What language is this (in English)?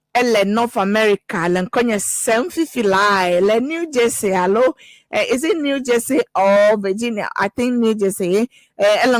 Ewe